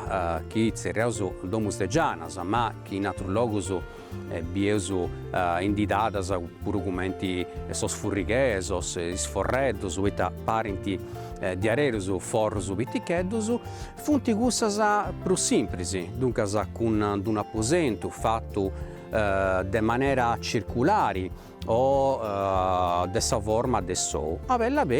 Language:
Sardinian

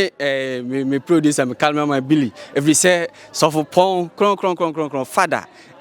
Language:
Akan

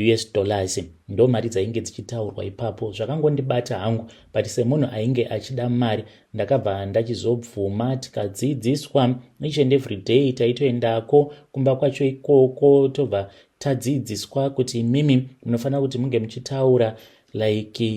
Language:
Shona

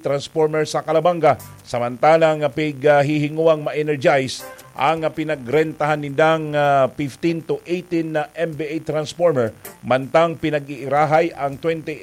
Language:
Bikol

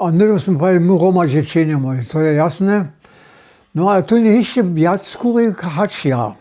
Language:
Upper Sorbian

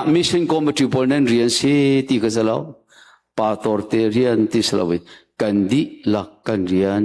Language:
Hakha Chin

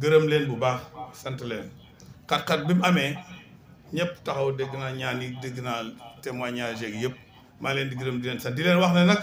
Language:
Wolof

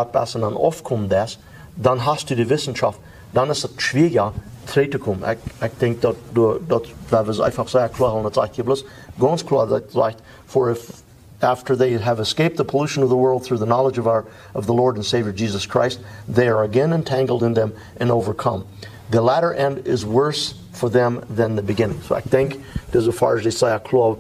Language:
Plautdietsch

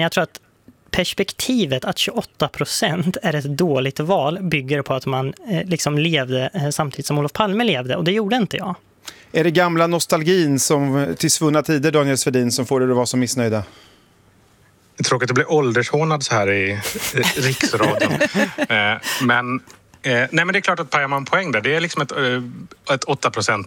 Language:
Swedish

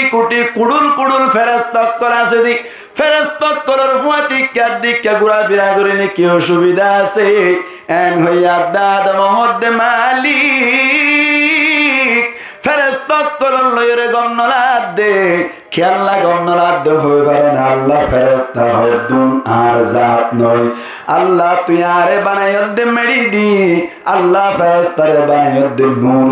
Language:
Rohingya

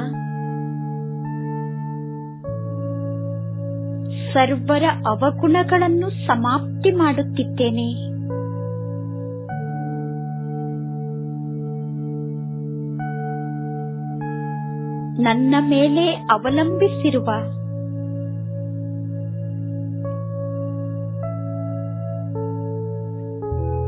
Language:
Kannada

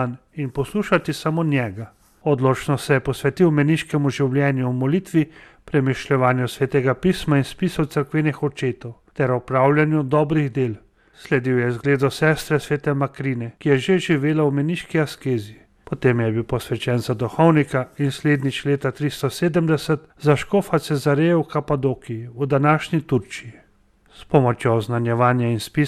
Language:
Slovenian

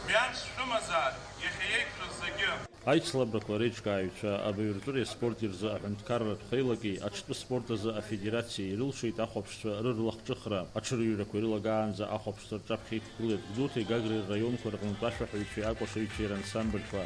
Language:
Abkhazian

